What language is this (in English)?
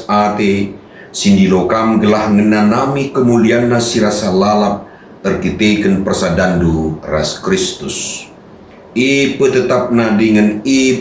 Batak Karo